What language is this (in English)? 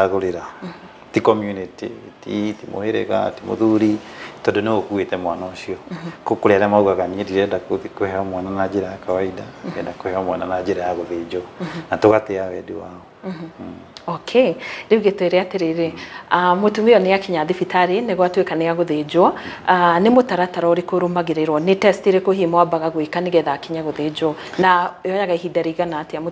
Kikuyu